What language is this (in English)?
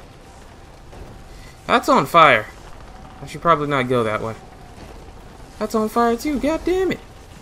English